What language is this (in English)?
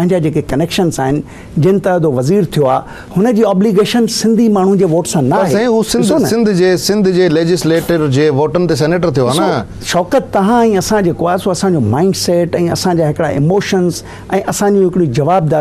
Sindhi